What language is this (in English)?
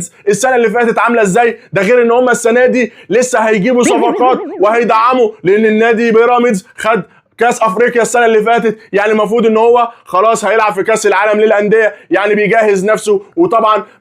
Egyptian Arabic